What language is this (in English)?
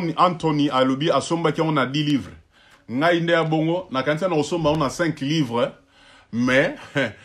Lingala